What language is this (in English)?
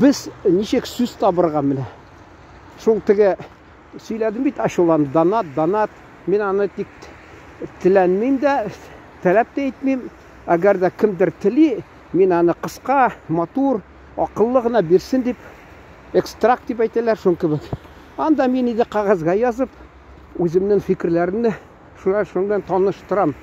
Tatar